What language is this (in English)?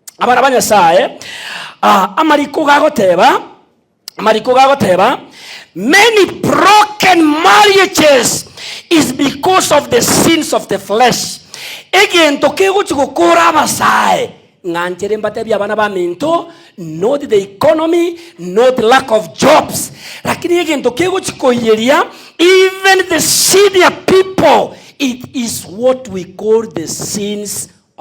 Gusii